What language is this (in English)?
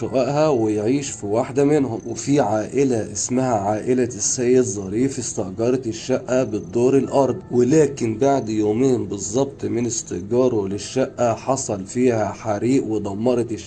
Egyptian Arabic